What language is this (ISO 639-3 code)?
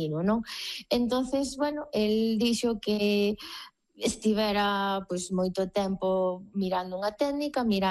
glg